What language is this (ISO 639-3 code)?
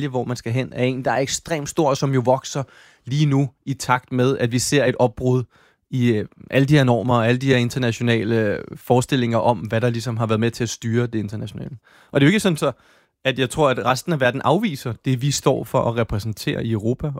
dan